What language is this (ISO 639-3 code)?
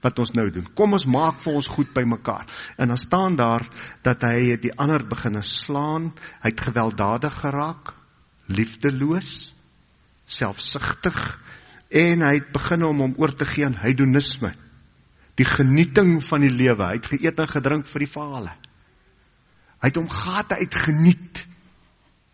afr